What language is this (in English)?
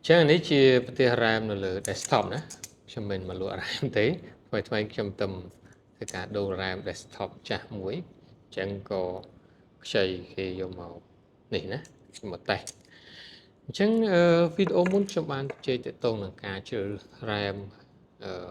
Khmer